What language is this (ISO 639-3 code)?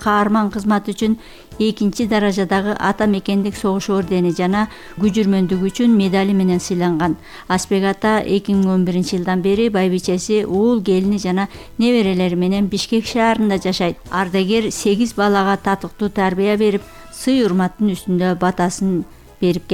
kir